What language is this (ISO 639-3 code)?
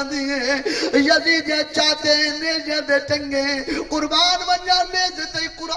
skr